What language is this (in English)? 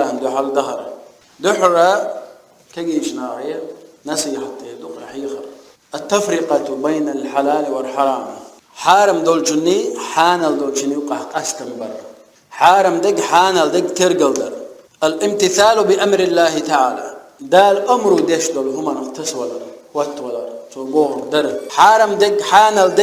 Chechen